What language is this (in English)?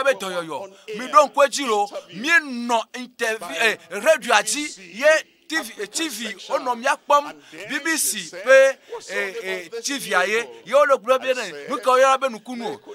Ewe